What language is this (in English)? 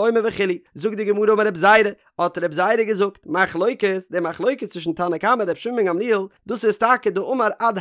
Yiddish